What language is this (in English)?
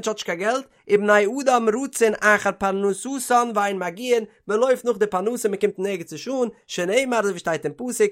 Yiddish